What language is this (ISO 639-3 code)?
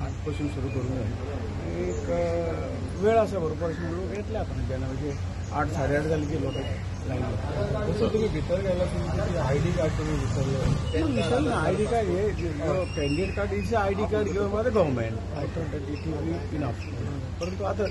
kok